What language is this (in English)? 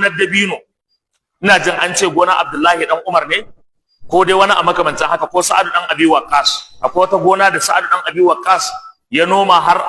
Hausa